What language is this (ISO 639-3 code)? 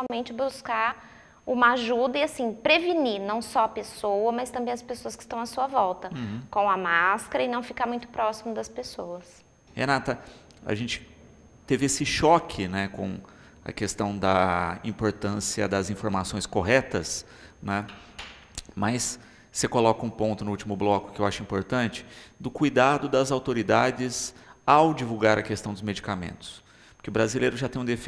por